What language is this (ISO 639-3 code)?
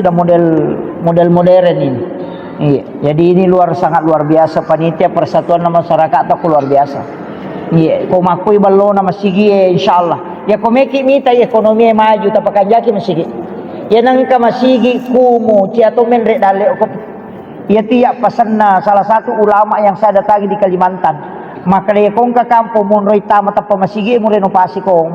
bug